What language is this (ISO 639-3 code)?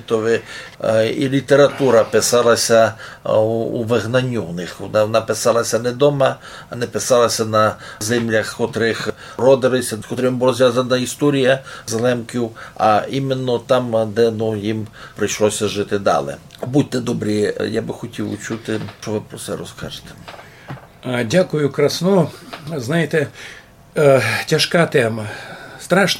rue